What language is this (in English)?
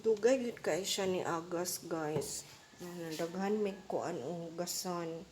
Cebuano